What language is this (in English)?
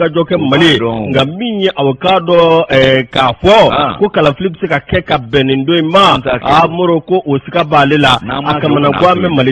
Bambara